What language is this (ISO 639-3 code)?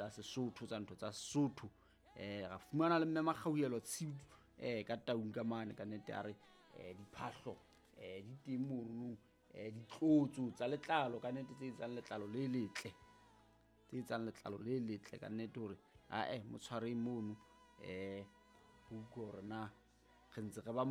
sot